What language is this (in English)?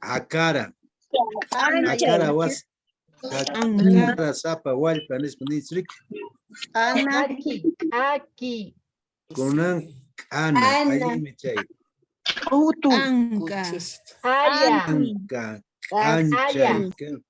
Quechua